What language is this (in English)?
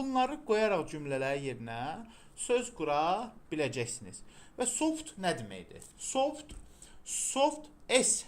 Azerbaijani